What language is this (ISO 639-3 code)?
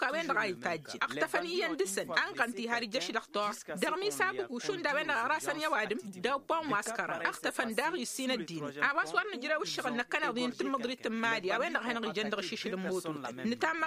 taq